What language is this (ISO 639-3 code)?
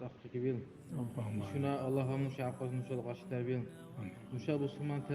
dar